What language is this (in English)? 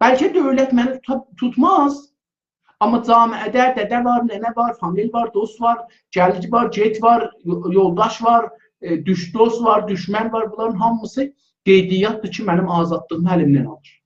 South Azerbaijani